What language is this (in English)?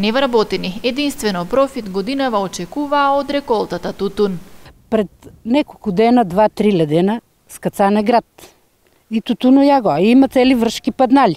Macedonian